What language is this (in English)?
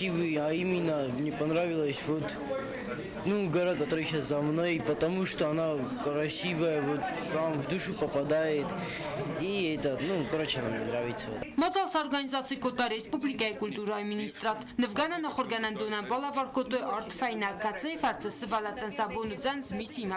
Ossetic